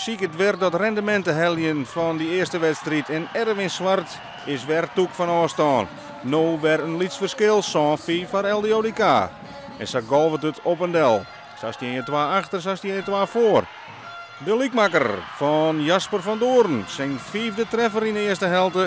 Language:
Western Frisian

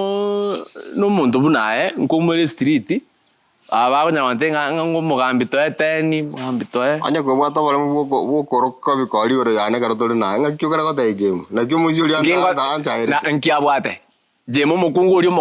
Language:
Gusii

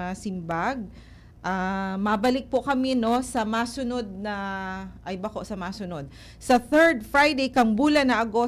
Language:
Bikol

